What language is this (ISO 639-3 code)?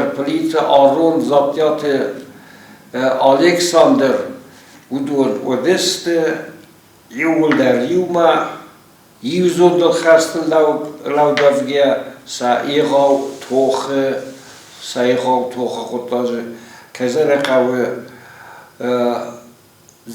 oss